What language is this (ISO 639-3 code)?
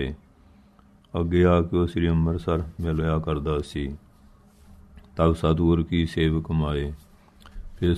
pan